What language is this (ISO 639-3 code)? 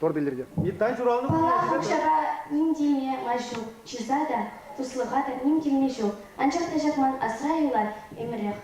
chv